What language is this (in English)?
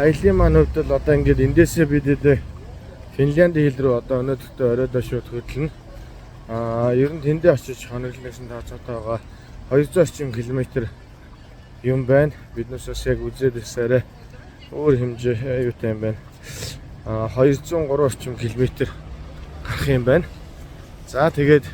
Mongolian